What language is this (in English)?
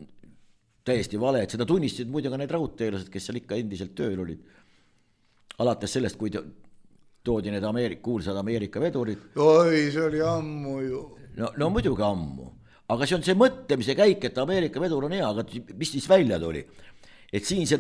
Estonian